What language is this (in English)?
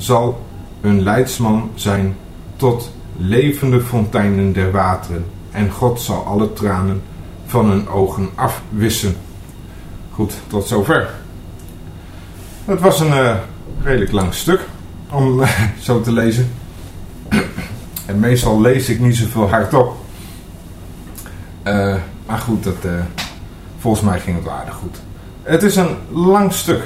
Dutch